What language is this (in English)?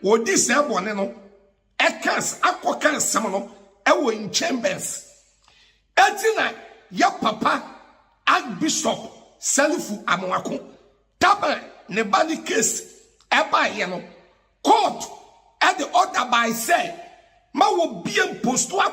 Akan